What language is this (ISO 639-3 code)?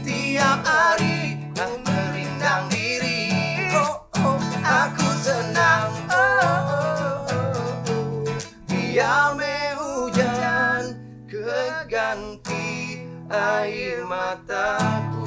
iba